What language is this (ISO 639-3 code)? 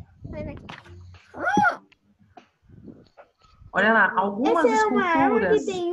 por